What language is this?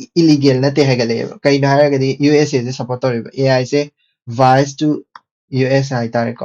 Manipuri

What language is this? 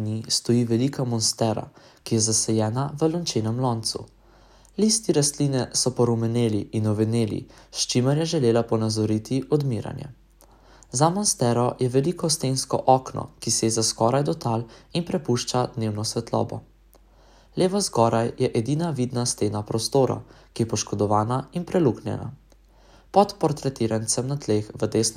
Slovenian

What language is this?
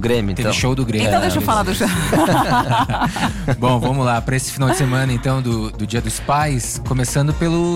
Portuguese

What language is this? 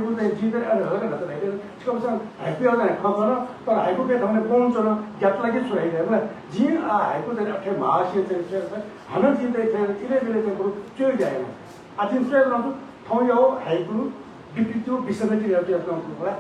Newari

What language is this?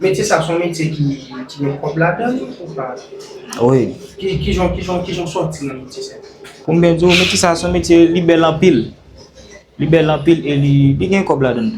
Haitian Creole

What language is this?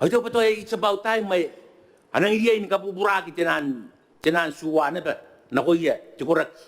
Gilbertese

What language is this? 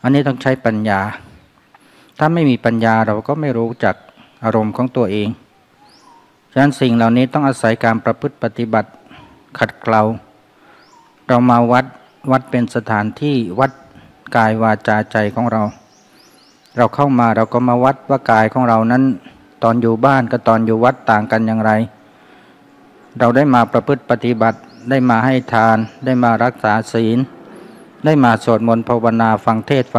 Thai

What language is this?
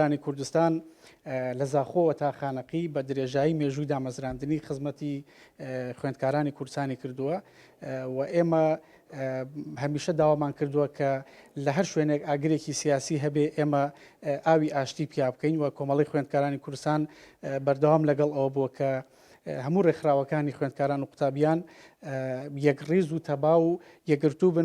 Central Kurdish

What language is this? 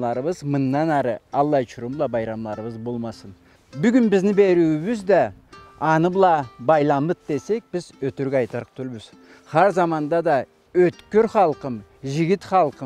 Karachay-Balkar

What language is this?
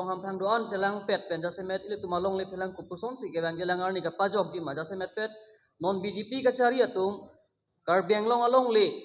Karbi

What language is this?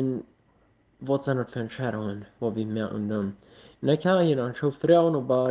Plautdietsch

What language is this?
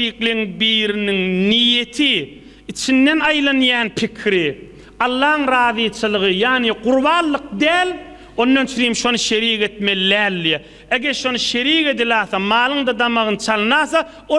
Turkmen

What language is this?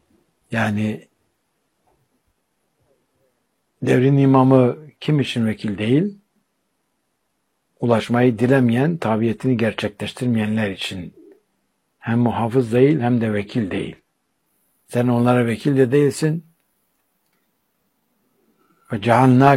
Turkish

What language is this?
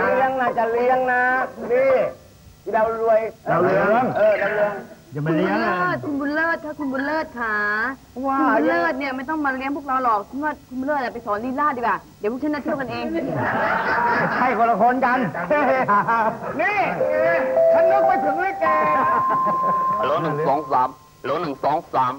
Thai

